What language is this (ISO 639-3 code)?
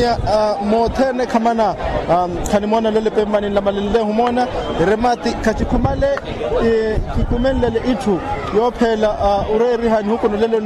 vmw